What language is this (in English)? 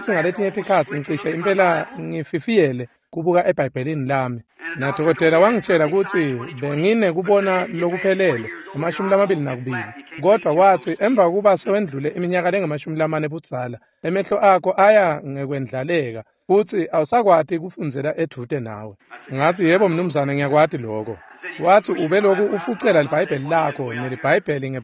Swati